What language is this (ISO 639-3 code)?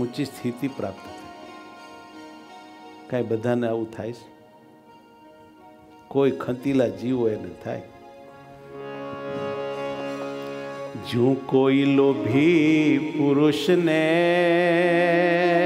guj